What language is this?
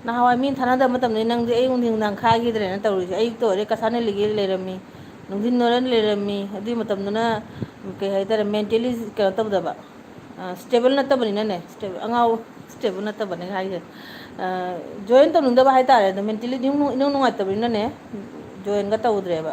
Manipuri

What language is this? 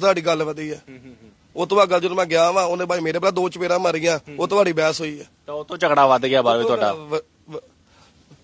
Punjabi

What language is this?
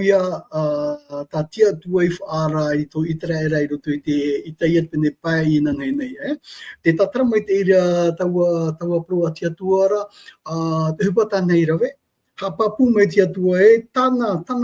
Tahitian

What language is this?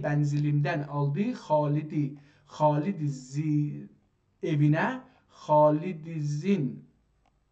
South Azerbaijani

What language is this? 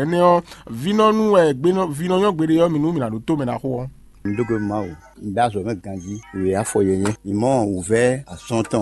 Fon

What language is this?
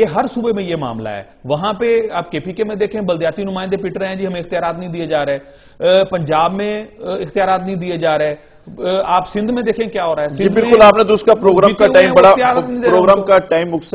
Urdu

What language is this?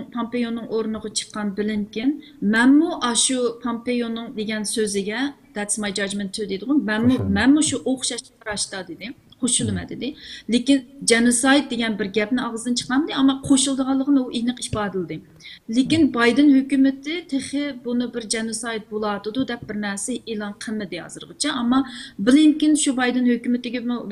Uyghur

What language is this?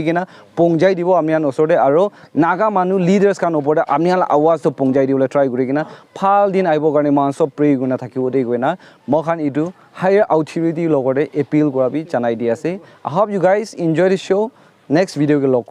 Naga Pidgin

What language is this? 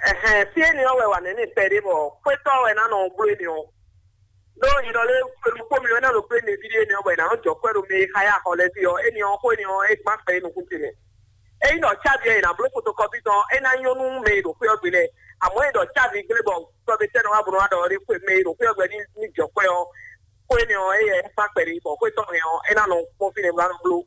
Fon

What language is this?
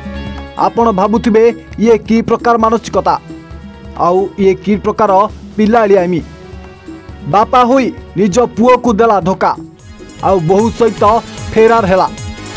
Odia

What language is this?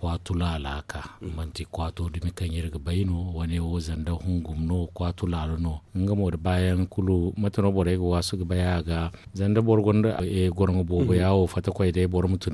Zarma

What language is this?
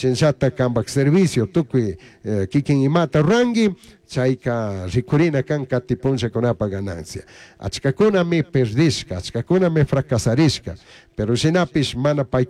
Chimborazo Highland Quichua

